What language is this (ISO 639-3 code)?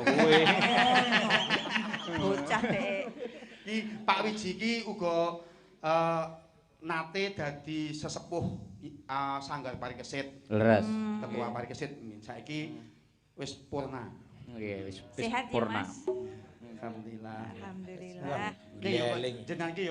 jav